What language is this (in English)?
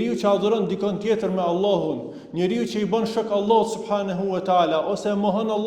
Albanian